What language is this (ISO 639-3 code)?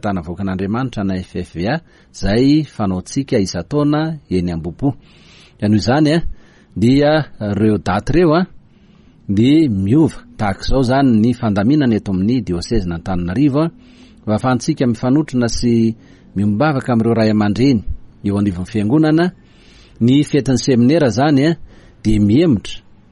mlg